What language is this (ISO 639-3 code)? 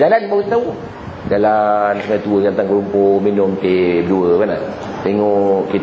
msa